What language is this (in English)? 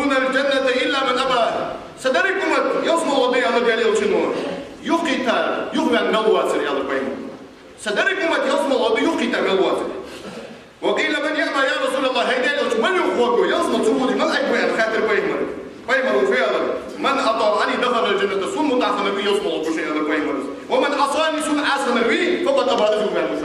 Ingush